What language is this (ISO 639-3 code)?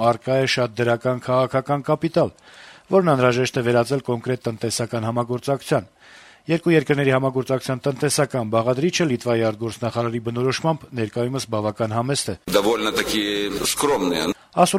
hye